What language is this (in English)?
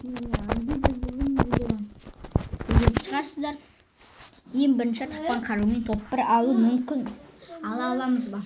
Kazakh